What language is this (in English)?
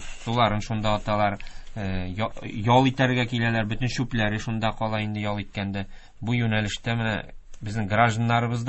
Tatar